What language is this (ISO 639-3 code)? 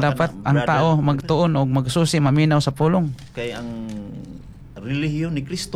ceb